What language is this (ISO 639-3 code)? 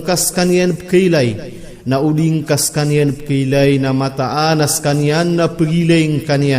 mrw